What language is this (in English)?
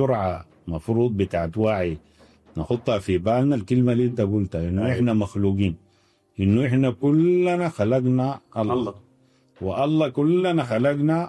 Sudanese Arabic